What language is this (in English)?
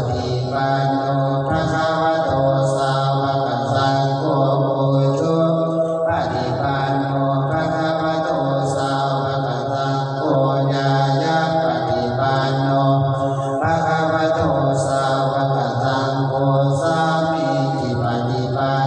Pali